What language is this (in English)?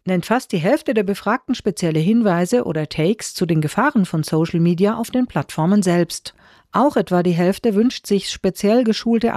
German